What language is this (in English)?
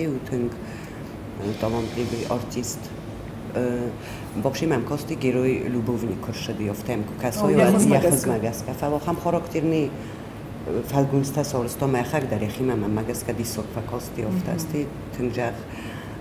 Ossetic